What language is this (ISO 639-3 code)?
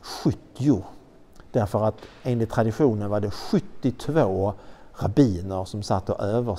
swe